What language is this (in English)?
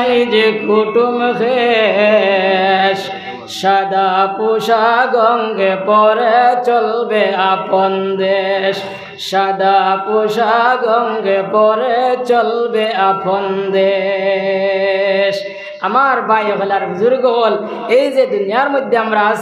Sylheti